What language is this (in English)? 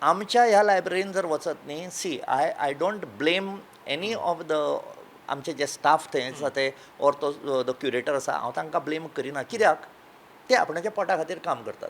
Konkani